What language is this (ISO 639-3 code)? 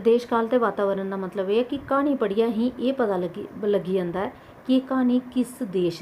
doi